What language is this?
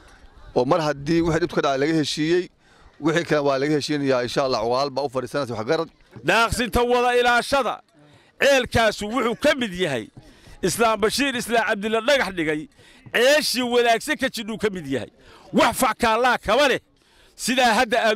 Somali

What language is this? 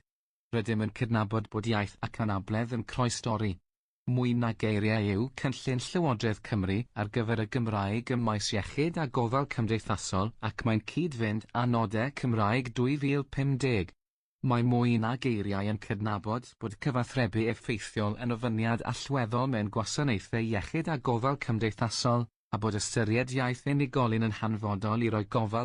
Welsh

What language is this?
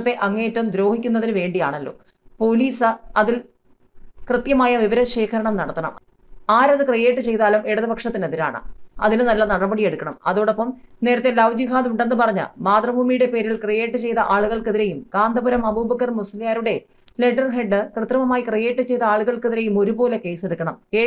Malayalam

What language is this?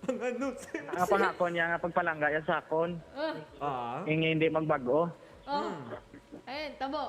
Hiligaynon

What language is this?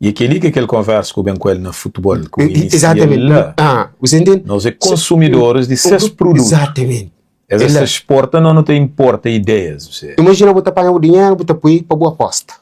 Kabuverdianu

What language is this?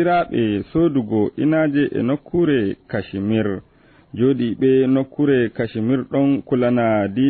Fula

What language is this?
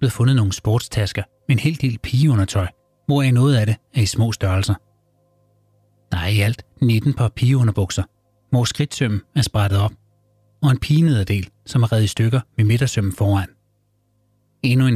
Danish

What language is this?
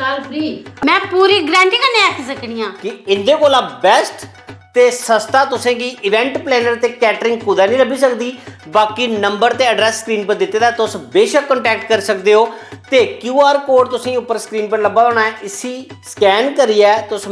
Dogri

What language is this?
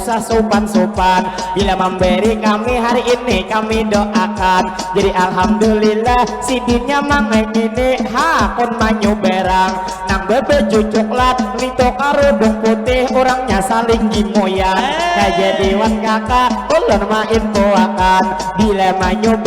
Banjar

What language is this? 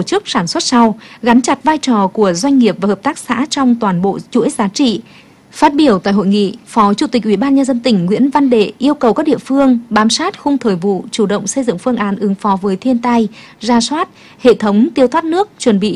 Vietnamese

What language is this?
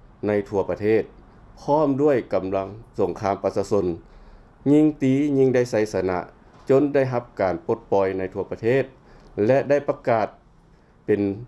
Lao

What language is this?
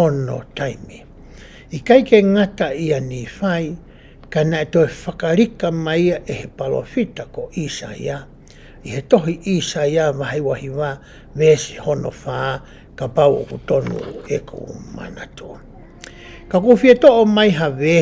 Tongan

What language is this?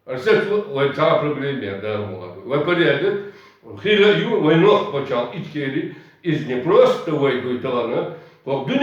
Chechen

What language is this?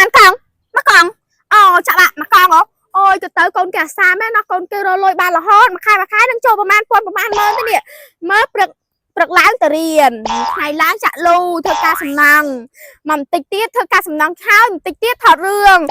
Khmer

